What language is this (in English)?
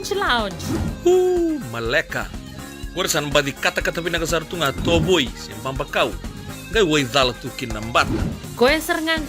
Fijian